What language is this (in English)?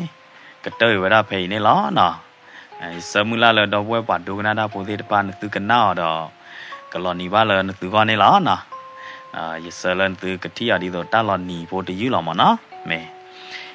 S'gaw Karen